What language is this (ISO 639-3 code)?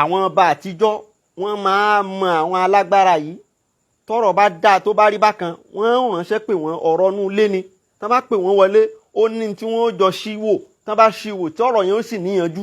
yor